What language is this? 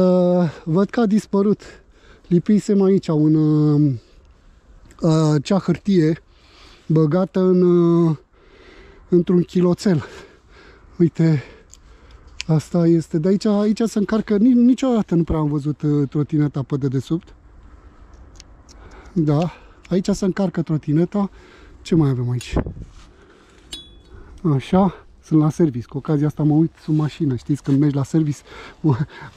Romanian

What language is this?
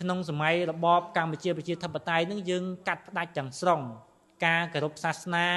Khmer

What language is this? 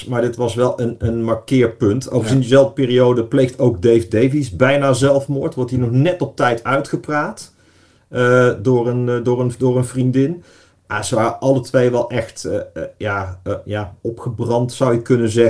Dutch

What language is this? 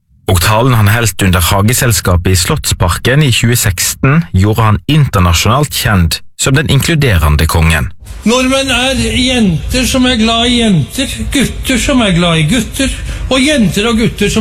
Norwegian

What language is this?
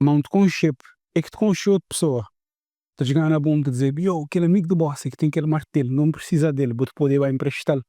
Kabuverdianu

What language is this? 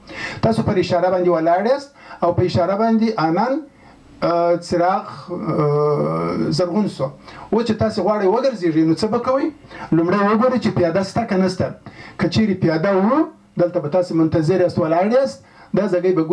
Pashto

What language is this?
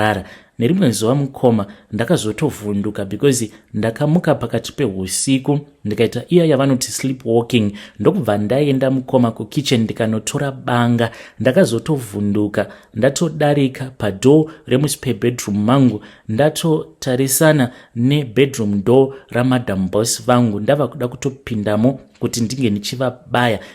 Shona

